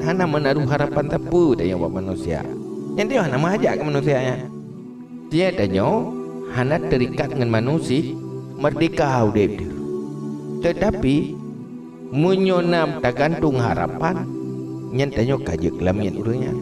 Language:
Achinese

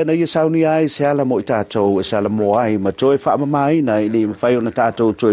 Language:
Samoan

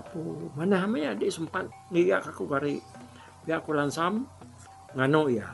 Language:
Iban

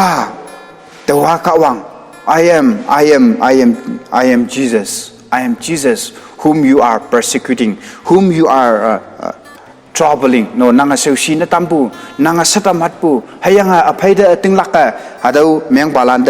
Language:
Konyak Naga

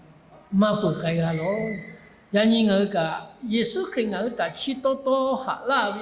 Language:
Lahu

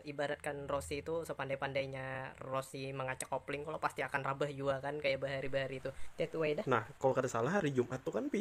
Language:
Banjar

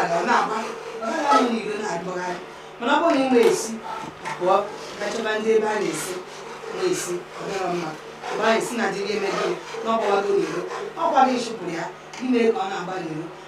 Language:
Igbo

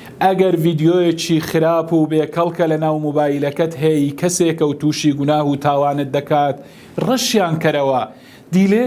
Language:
Central Kurdish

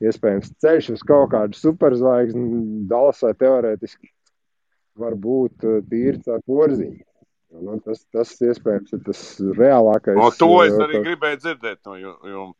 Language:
Latvian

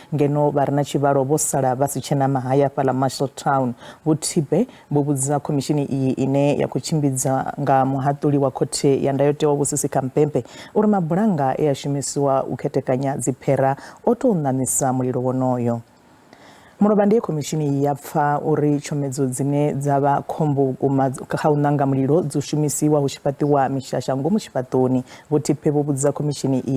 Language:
Venda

